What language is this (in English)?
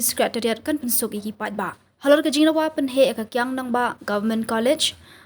Khasi